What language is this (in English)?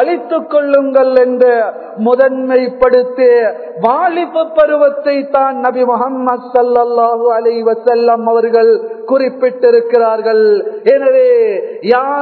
Tamil